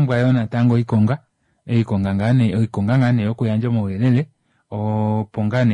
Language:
Kuanyama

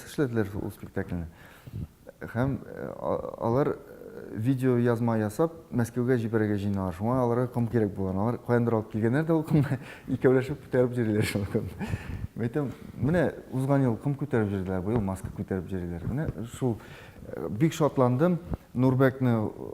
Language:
Tatar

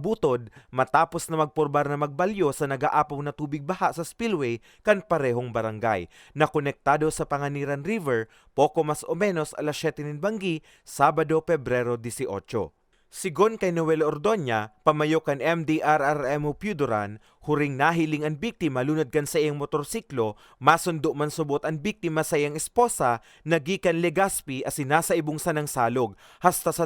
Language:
Bikol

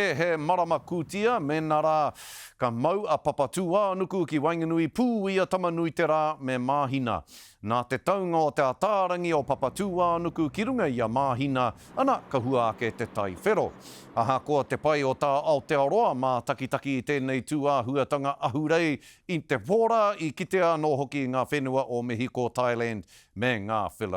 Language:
Māori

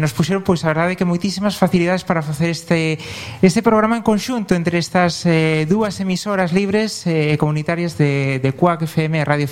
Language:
Galician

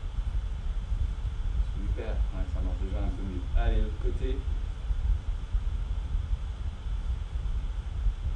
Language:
French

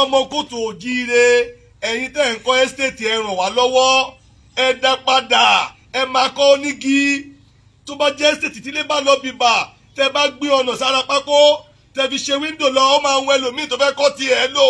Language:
Yoruba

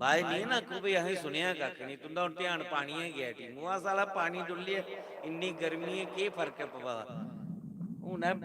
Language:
Dogri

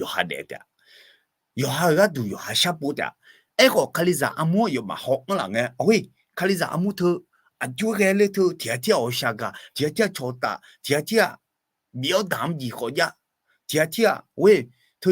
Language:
Akha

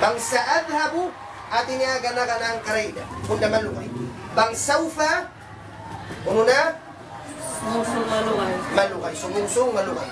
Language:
Tausug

